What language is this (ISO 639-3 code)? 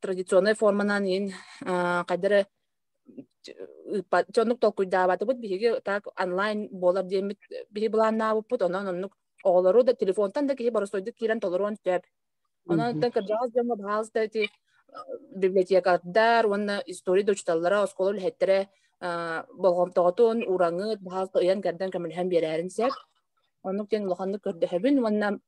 sah